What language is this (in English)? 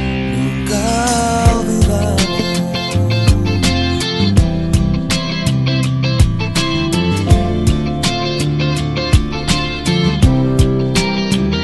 Spanish